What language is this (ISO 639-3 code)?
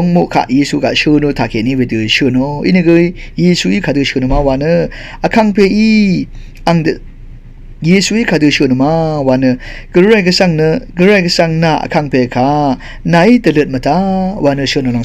raw